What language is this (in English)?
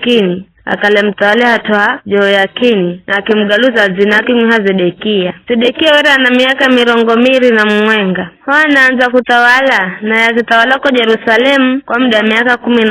Giryama